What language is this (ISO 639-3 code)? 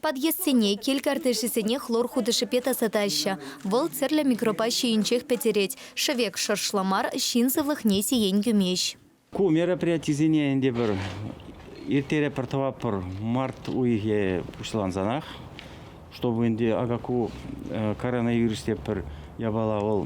chv